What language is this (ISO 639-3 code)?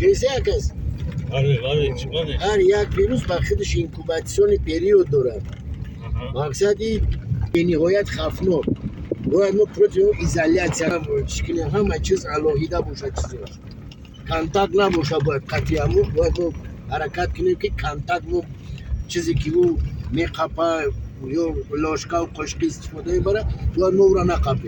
tgk